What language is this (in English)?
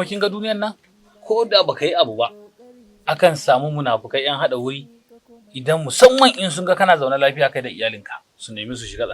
Hausa